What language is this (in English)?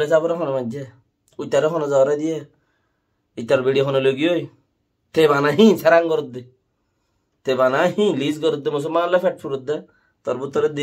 Rohingya